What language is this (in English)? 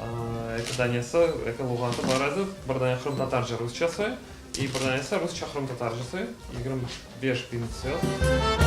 Crimean Tatar